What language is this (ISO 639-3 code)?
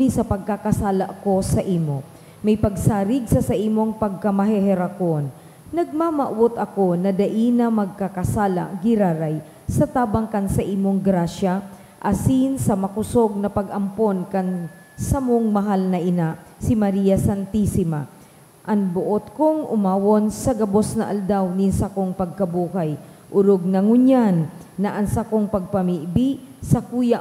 bik